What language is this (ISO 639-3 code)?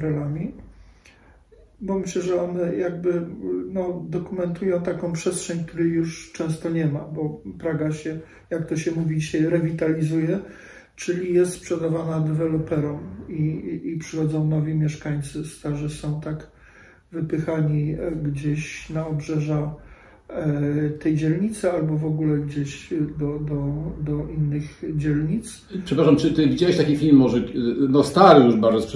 pol